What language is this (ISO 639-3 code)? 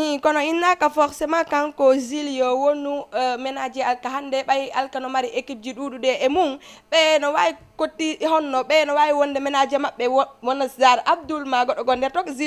ful